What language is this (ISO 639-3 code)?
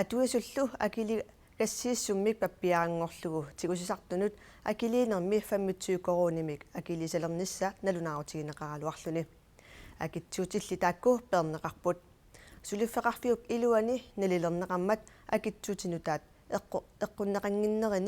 kal